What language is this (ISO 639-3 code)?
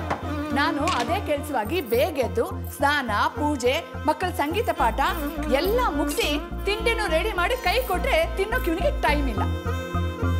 kan